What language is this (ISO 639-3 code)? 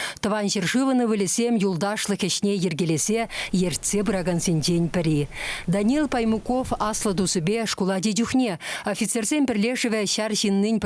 chv